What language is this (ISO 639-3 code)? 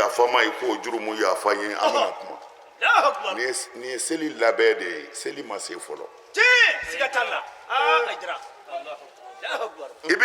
bam